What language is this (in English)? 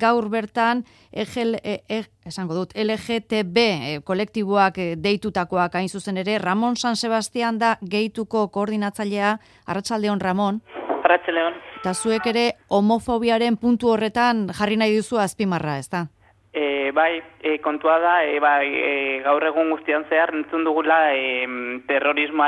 Basque